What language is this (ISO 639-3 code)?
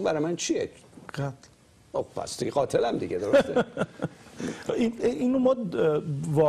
fas